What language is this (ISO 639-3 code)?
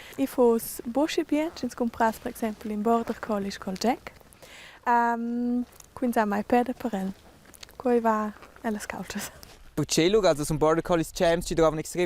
roh